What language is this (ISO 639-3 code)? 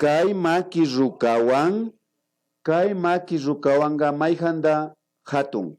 qvi